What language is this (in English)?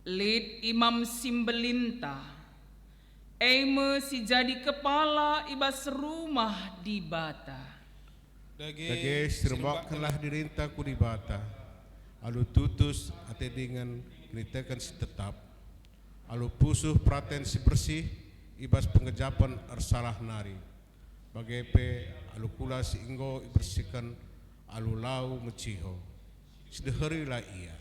Batak Karo